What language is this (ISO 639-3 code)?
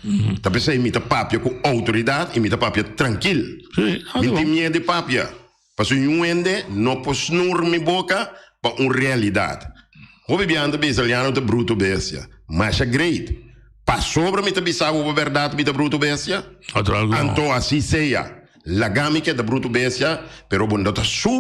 pap